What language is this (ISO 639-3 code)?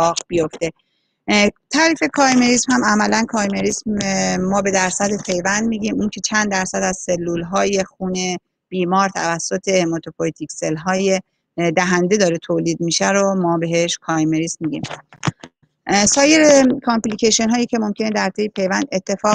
fas